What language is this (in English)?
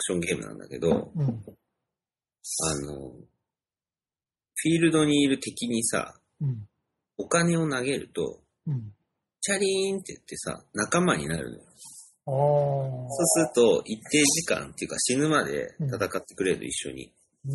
Japanese